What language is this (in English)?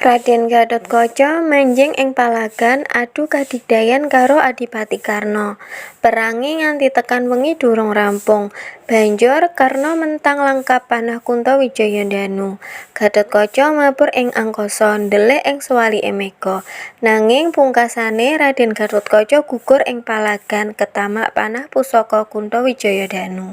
Javanese